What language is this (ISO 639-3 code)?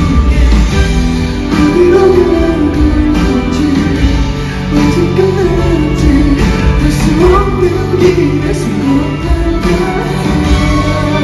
kor